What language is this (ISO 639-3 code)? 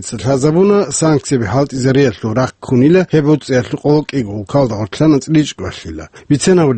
ava